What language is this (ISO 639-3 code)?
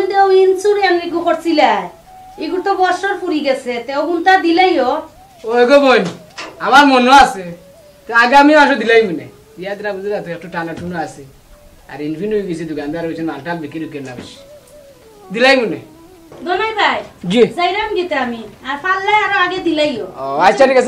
syl